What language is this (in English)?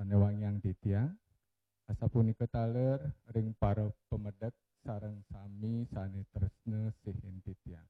Balinese